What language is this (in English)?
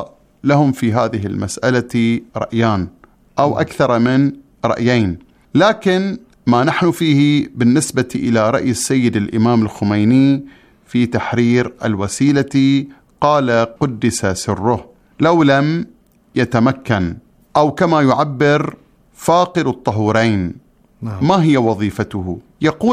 Arabic